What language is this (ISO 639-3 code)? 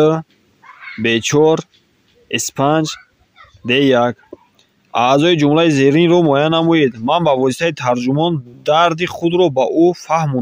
tgk